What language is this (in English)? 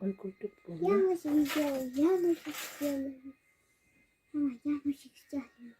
Yakut